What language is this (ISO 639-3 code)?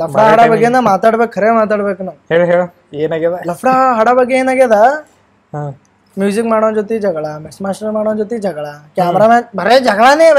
kan